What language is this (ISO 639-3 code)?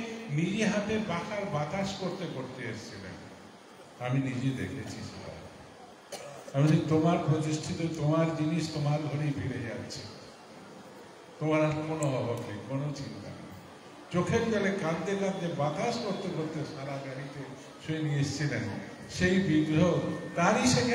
ben